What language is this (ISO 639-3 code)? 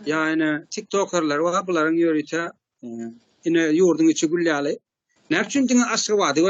tuk